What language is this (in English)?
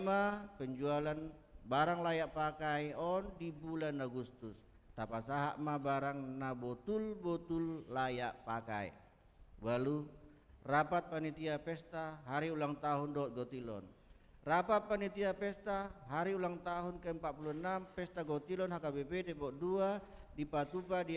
Batak Toba